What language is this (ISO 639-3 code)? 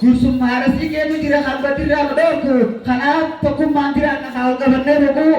orm